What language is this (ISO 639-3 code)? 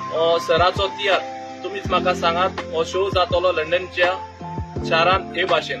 kok